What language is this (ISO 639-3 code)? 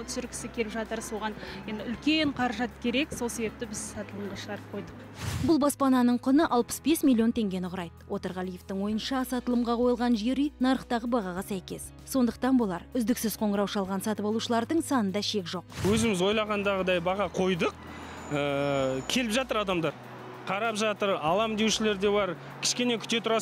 kaz